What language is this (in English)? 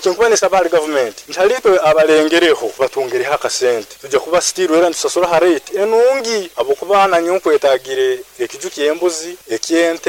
Nyoro